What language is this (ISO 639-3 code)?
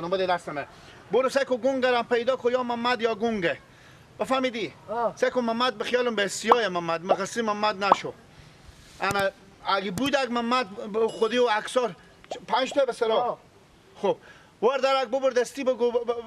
fas